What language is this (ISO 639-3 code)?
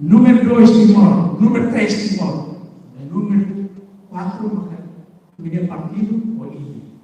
tet